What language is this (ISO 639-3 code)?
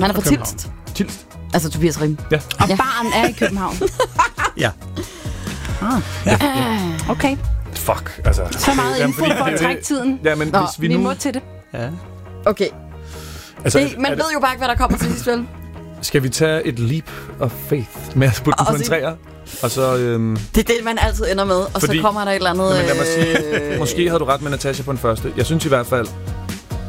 dan